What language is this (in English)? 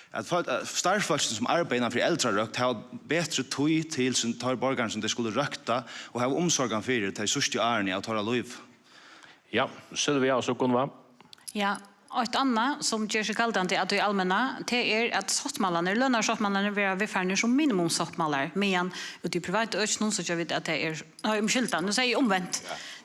Faroese